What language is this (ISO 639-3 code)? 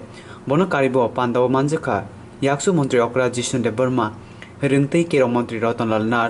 trp